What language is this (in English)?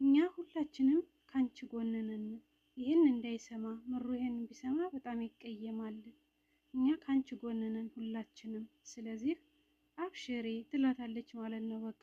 Amharic